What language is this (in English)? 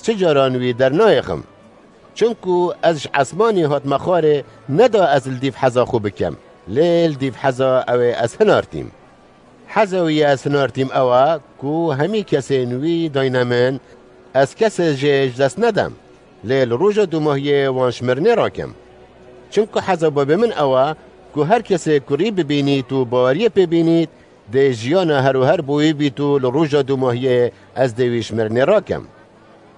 Kurdish